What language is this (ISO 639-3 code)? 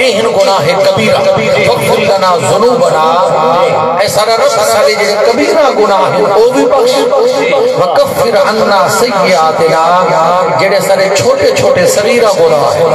skr